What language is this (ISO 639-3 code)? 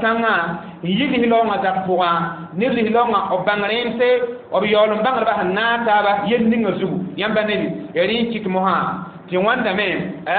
mos